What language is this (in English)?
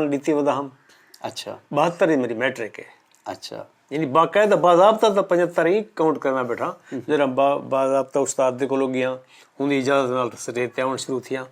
Saraiki